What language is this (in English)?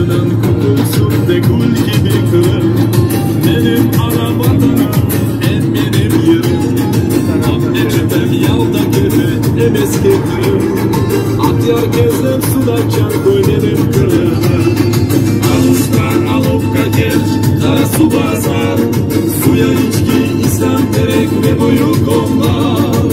Crimean Tatar